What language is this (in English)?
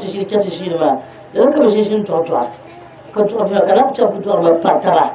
Dagbani